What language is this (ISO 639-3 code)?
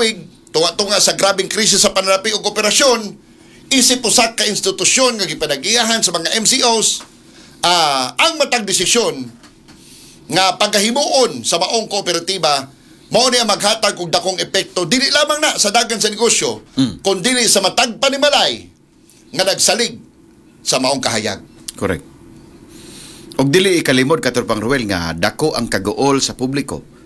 ceb